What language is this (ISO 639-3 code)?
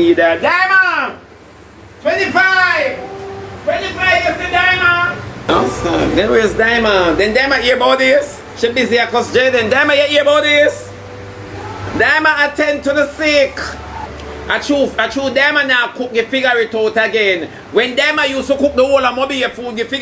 jam